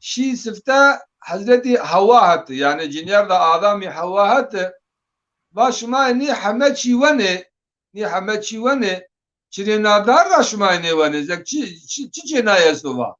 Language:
Zaza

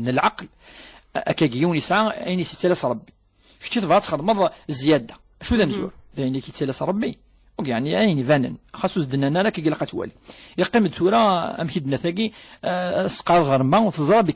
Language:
Kabyle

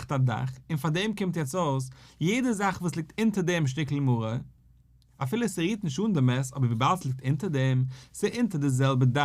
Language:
Yiddish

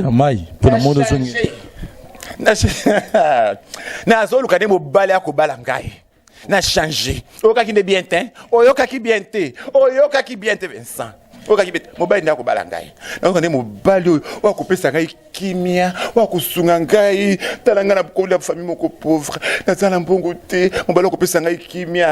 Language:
Lingala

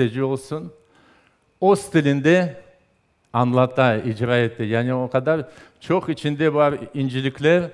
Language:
Crimean Tatar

